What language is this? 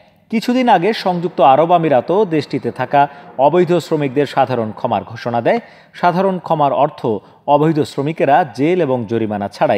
Bangla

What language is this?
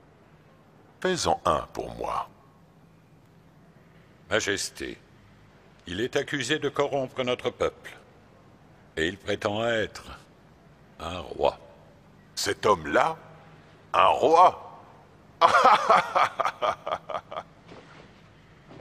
French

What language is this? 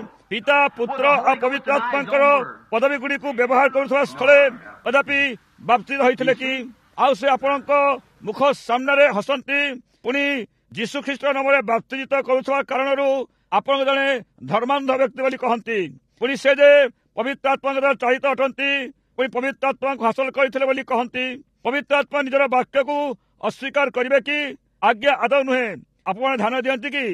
Odia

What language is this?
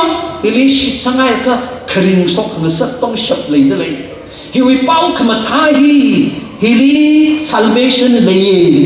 Tangkhul Naga (India)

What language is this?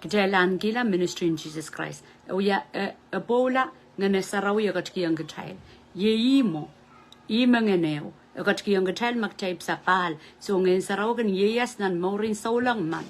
Pohnpeian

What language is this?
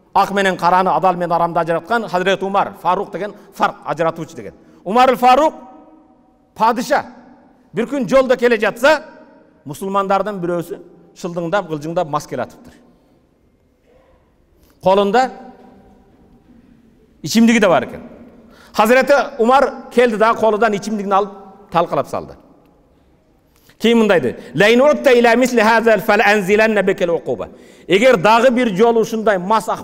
Kyrgyz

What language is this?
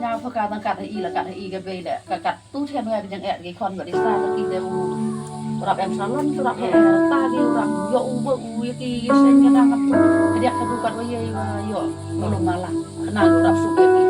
Khasi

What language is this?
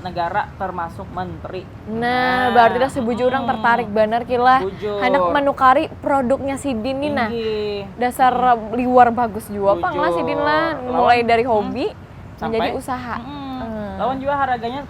Banjar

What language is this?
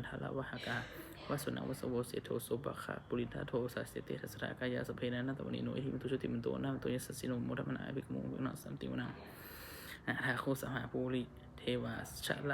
Pali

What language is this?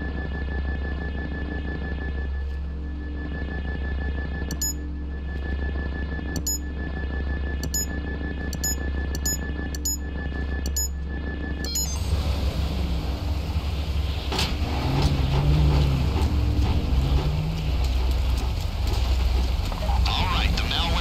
English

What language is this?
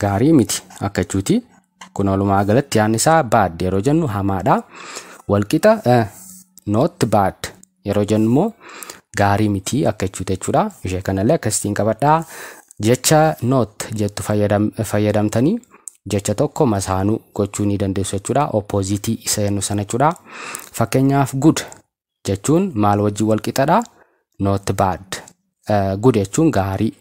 Oromo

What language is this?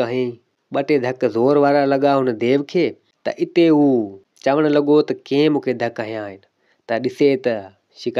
Sindhi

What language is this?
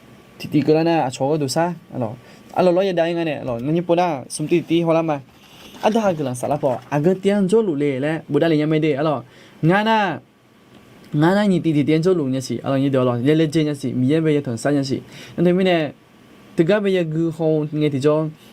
Akha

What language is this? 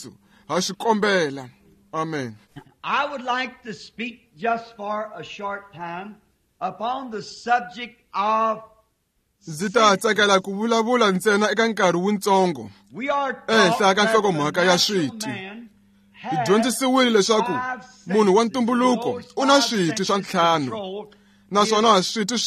Tsonga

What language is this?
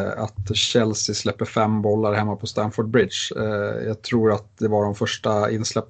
Swedish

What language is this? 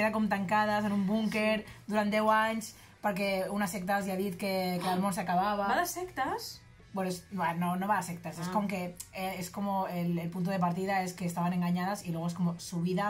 Catalan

